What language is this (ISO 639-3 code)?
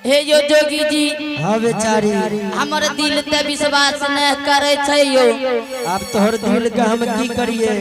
anp